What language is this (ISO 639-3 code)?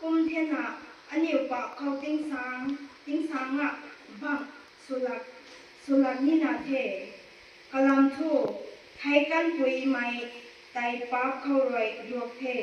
nbu